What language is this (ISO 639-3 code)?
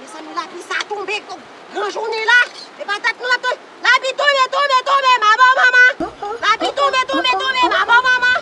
hat